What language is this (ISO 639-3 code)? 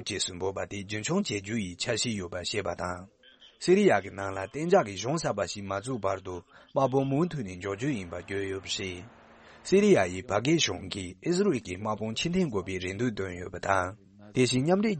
bod